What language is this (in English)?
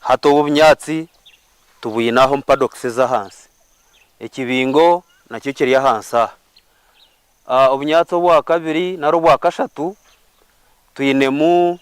Nyankole